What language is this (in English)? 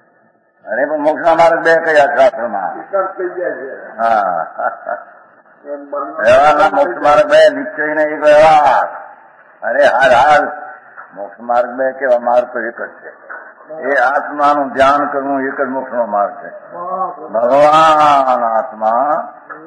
Gujarati